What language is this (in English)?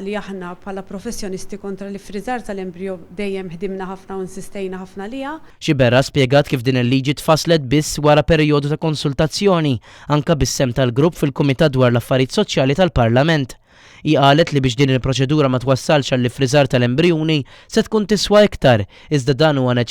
Maltese